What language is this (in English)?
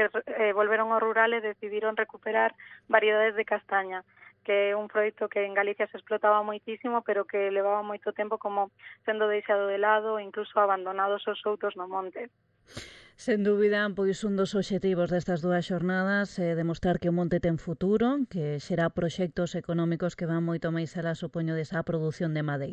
Galician